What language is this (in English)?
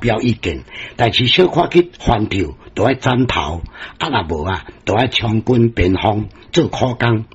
Min Nan Chinese